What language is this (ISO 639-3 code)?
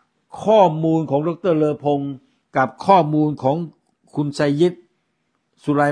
tha